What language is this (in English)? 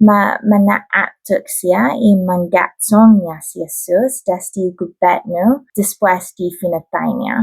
Chamorro